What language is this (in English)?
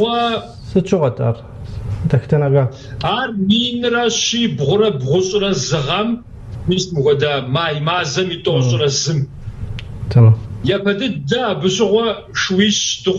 Kabardian